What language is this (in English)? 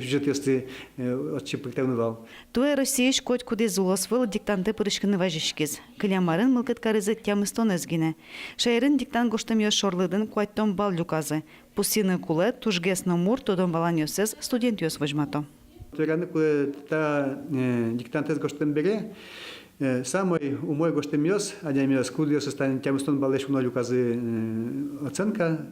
Udmurt